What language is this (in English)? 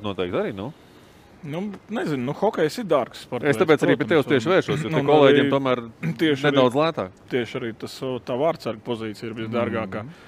Latvian